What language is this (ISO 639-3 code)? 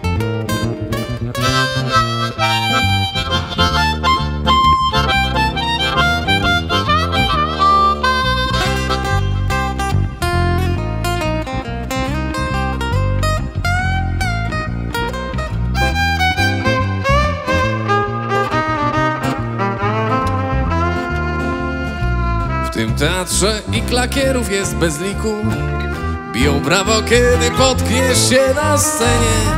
pol